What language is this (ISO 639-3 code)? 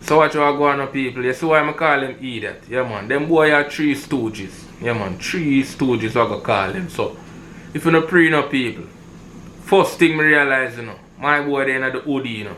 jam